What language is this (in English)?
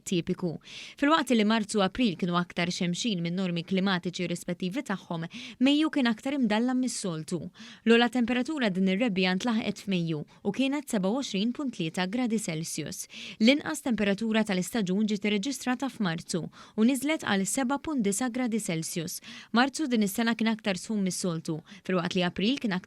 Maltese